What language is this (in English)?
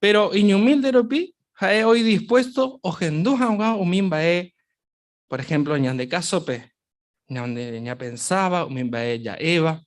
Guarani